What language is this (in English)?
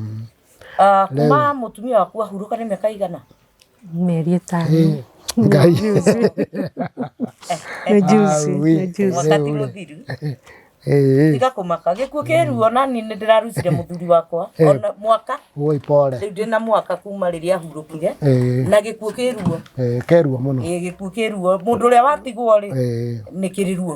Kikuyu